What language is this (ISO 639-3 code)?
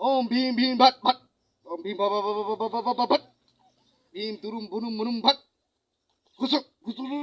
mai